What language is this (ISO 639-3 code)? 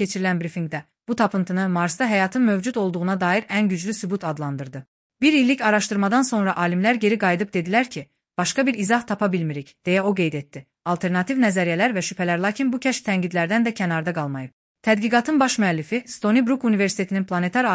aze